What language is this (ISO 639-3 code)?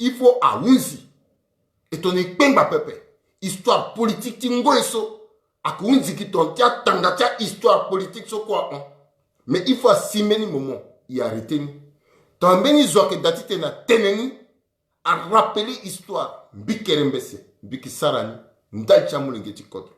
sag